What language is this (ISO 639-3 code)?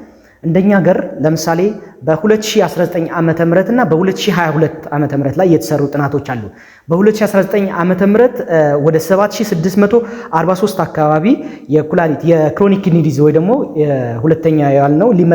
amh